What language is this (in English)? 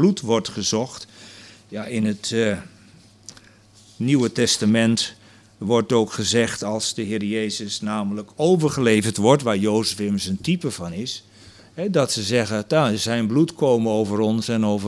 Dutch